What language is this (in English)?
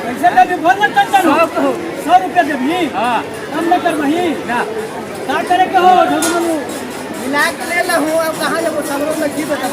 Magahi